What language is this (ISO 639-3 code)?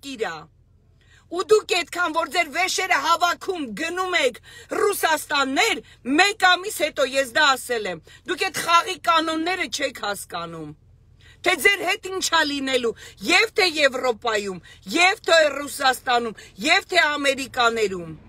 hye